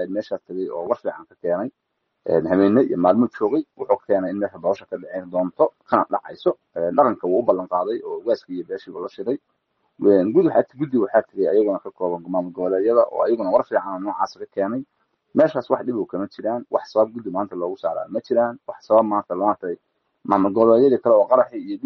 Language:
Somali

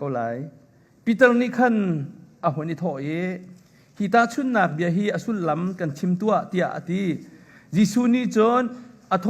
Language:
Hakha Chin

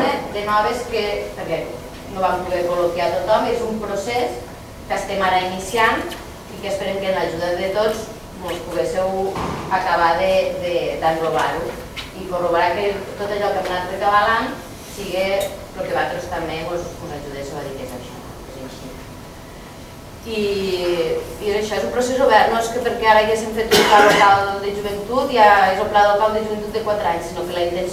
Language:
Catalan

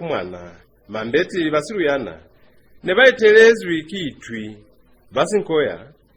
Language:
Lozi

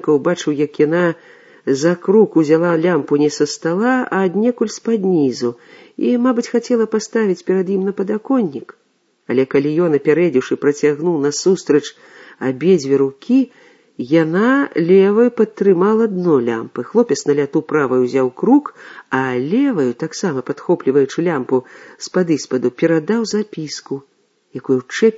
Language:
Belarusian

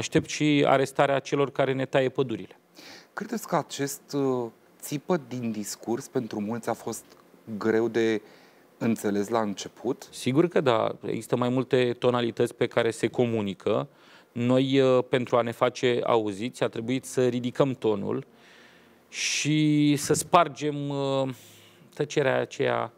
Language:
Romanian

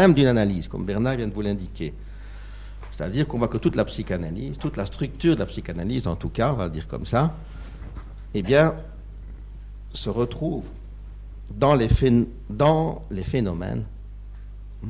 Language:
French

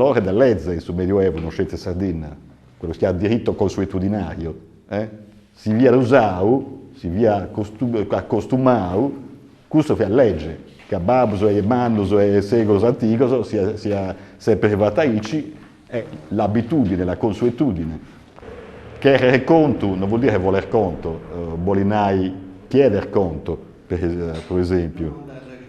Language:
Sardinian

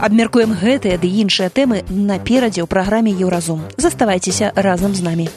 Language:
Belarusian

